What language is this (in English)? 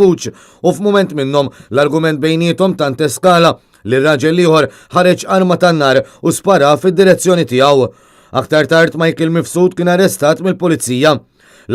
Maltese